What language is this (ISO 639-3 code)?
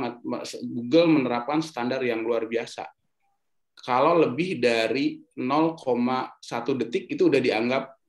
ind